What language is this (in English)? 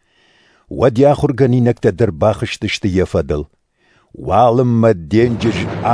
Ossetic